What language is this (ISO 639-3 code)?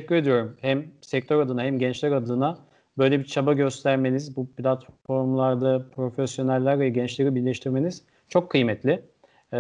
tur